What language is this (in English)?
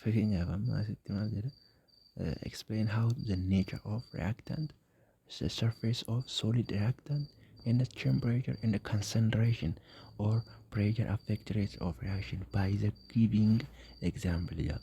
Oromo